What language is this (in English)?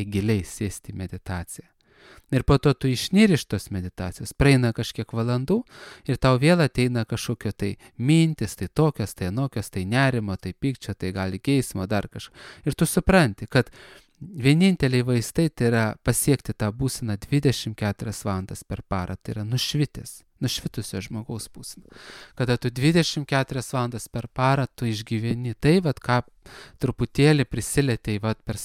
Lithuanian